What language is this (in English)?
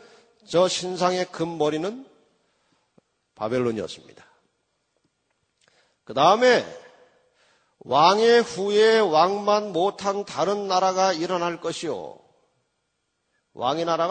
Korean